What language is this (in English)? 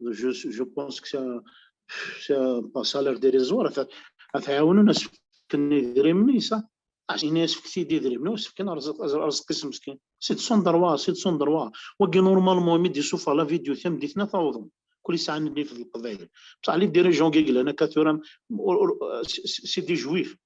Kabyle